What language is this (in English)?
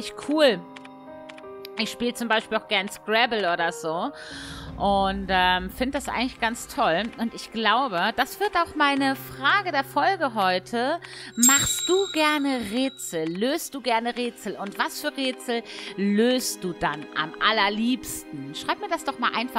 German